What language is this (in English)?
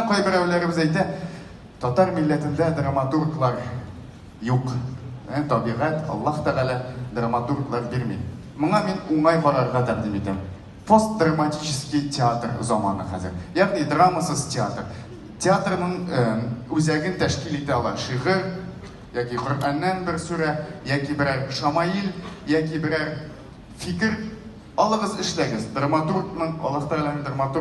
Tatar